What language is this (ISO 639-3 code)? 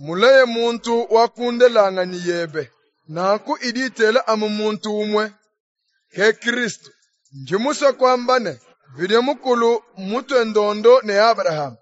lua